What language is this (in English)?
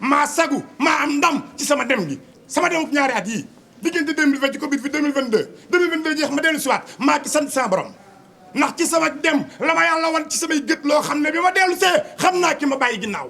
Wolof